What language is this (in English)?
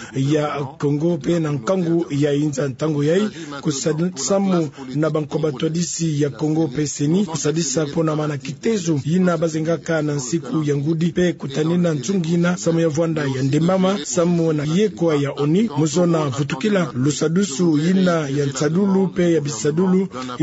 Kituba (Democratic Republic of Congo)